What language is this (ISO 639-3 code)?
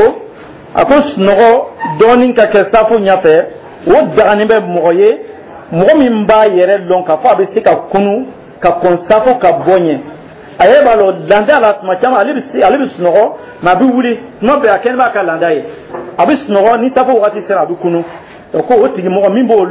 dyu